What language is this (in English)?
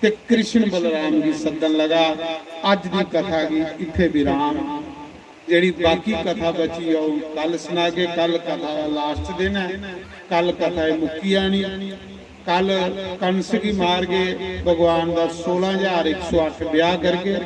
Dogri